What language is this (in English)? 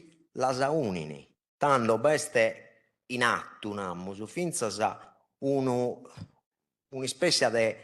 Sardinian